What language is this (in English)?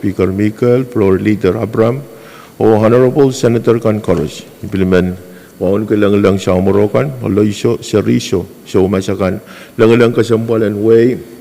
Pohnpeian